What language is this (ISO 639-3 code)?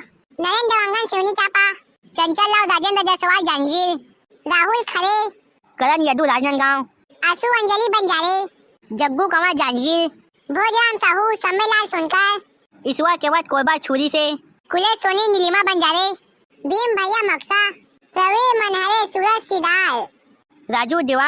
hne